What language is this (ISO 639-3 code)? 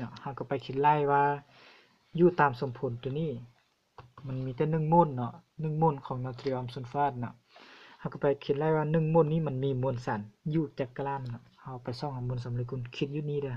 lao